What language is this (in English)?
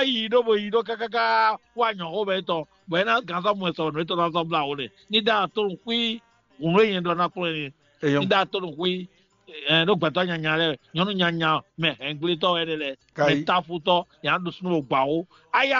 Fon